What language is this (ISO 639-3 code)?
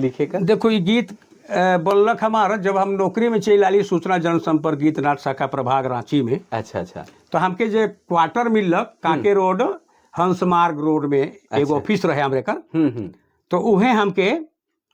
sck